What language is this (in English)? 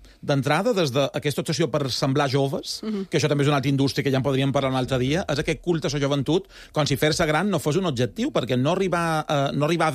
Catalan